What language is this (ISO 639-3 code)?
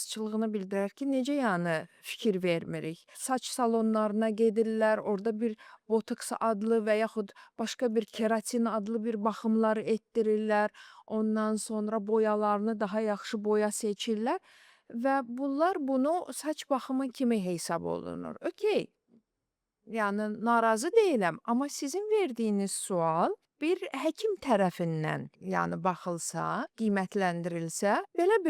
aze